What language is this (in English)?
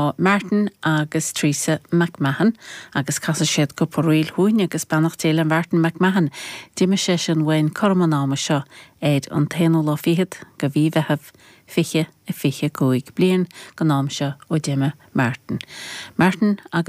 Irish